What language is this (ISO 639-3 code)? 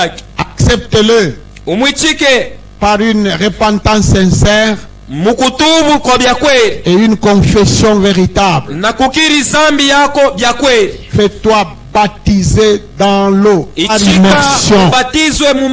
swa